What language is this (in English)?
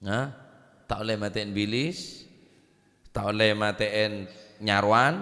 Madurese